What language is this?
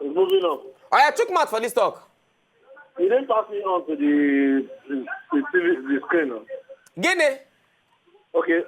Nigerian Pidgin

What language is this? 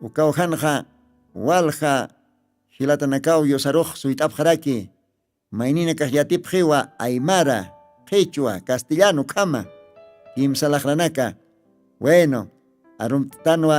Aymara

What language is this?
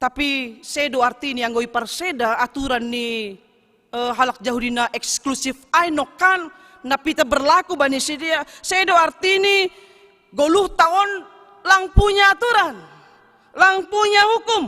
Batak Simalungun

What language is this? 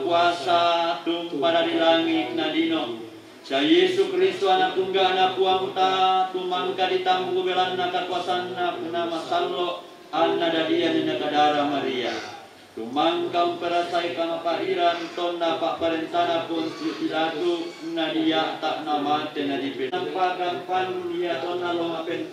Toraja-Sa'dan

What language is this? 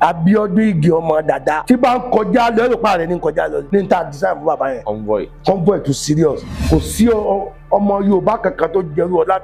Yoruba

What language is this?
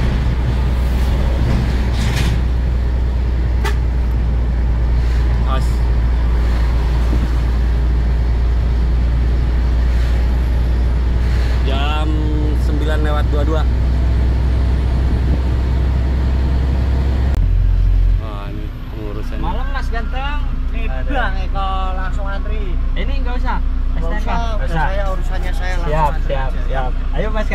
Indonesian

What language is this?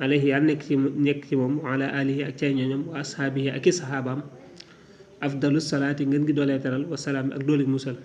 Wolof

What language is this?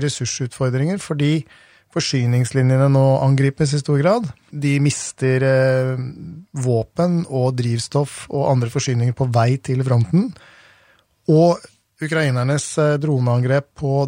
Norwegian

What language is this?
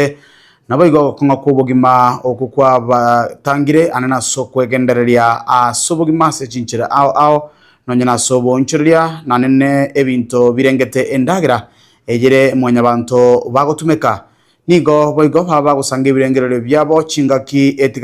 Gusii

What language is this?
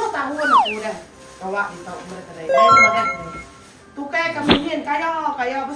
Iban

